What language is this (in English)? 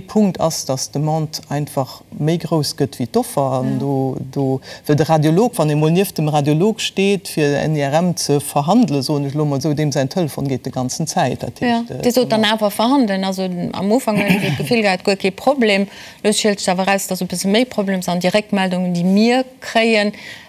Luxembourgish